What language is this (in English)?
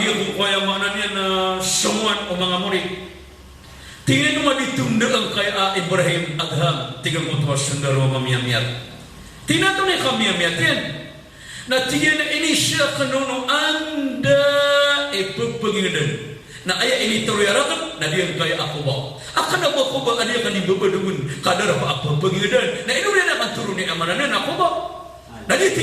Maranao